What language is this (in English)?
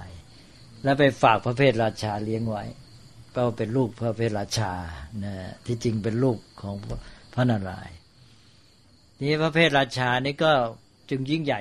Thai